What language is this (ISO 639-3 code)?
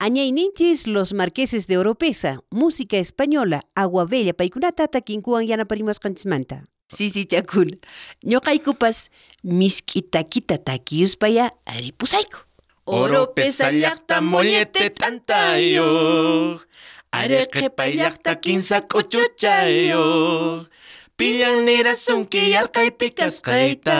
quh